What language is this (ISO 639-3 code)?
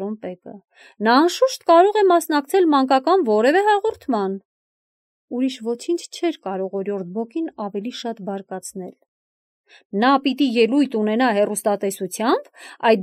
hye